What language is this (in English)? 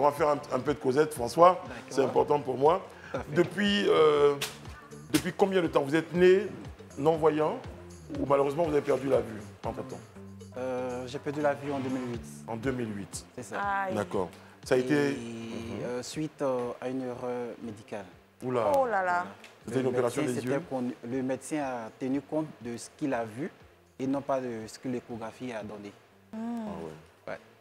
French